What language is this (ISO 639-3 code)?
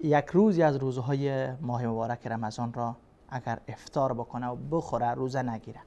fas